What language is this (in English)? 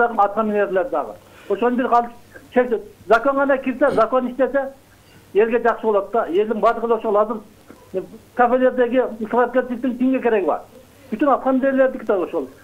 Kyrgyz